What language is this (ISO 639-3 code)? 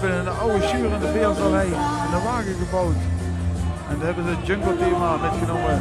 lim